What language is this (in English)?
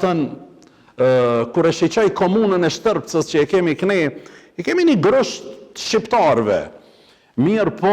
Albanian